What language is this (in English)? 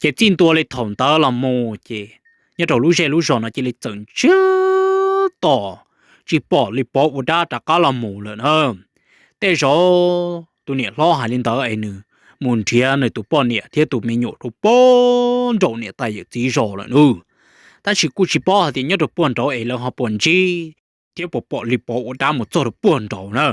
Hmong